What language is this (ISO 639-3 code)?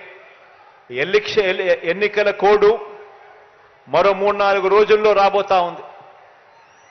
tel